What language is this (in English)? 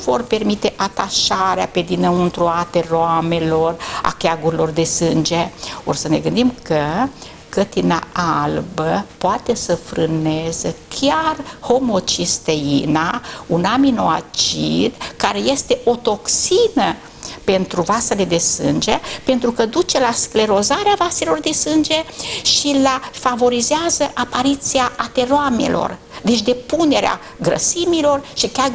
Romanian